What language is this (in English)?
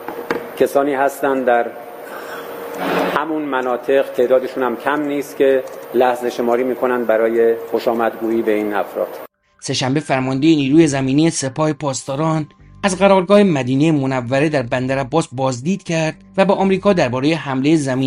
Persian